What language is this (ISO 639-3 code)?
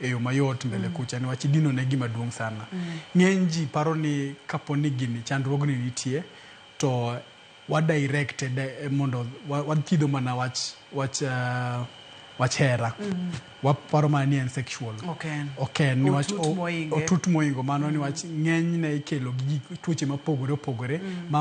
luo